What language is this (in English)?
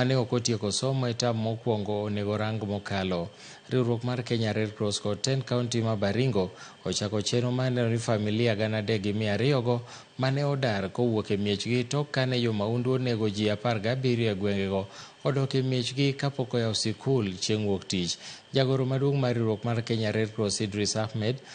Luo (Kenya and Tanzania)